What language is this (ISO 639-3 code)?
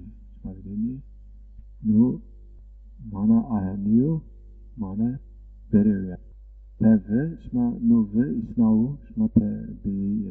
zza